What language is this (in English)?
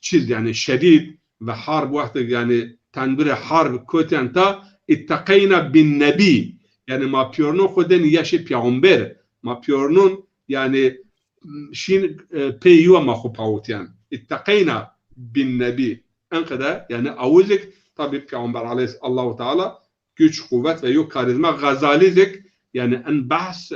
Zaza